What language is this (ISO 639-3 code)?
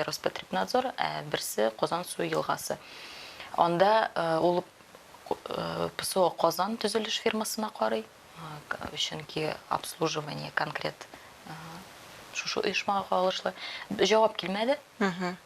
tat